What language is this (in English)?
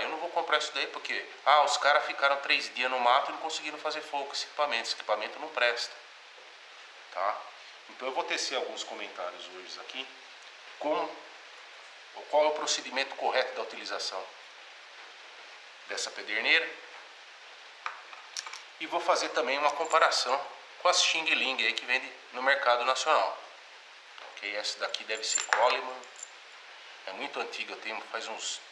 Portuguese